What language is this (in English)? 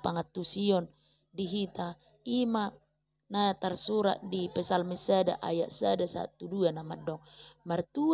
Batak Toba